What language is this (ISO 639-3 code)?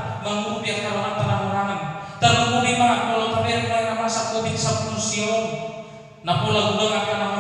bbc